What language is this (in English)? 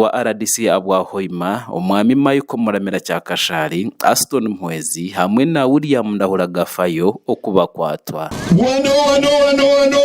Nyankole